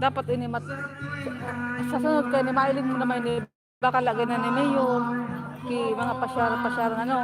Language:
Bikol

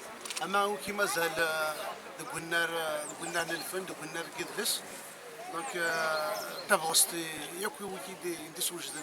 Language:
Kabyle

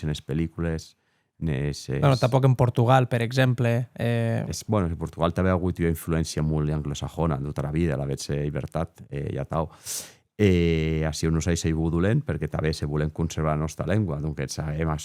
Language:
Occitan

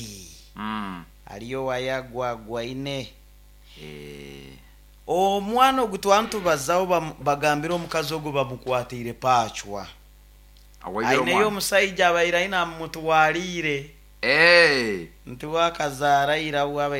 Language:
Nyoro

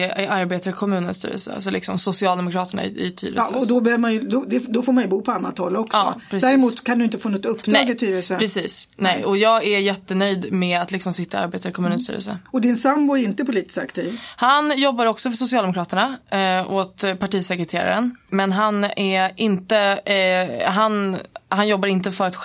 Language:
Swedish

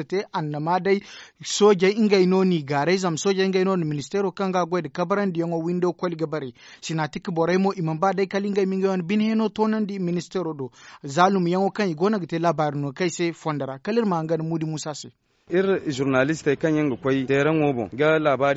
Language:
Zarma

